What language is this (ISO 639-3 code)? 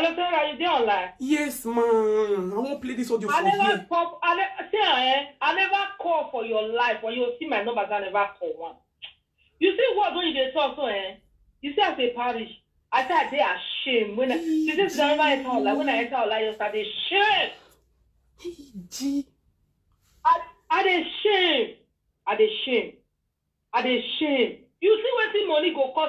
pcm